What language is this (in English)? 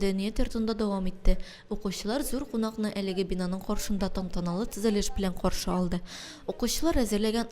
Tatar